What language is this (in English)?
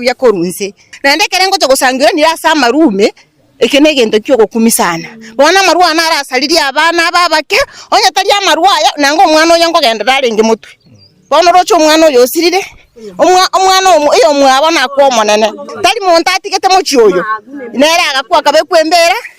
Gusii